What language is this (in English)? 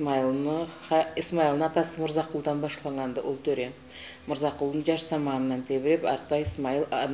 Karachay-Balkar